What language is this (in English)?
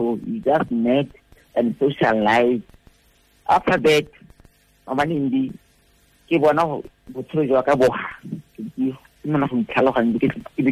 Tswana